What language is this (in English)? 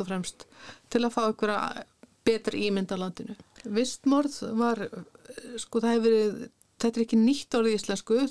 Icelandic